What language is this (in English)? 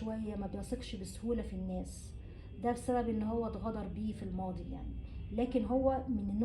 Egyptian Arabic